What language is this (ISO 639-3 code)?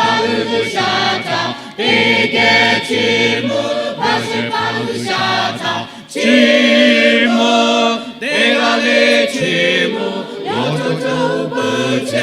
lhu